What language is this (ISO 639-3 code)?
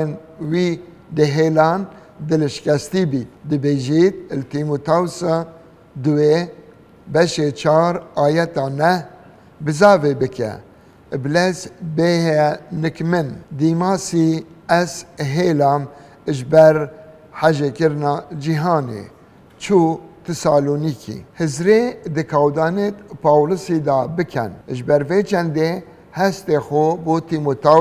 kur